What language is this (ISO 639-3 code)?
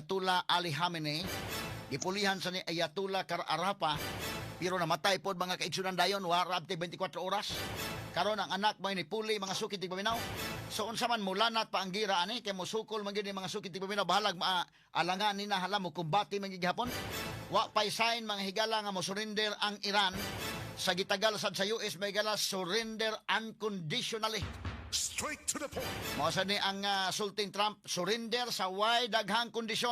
ceb